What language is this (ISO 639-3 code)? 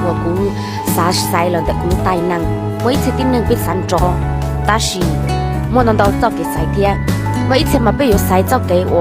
hmn